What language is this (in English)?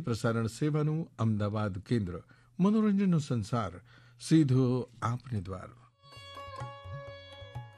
Gujarati